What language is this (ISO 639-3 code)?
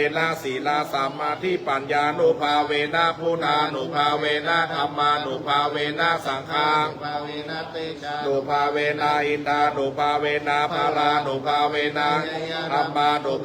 pli